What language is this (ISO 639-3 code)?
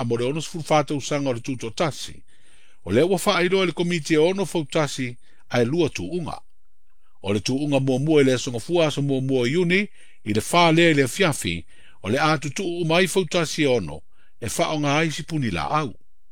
smo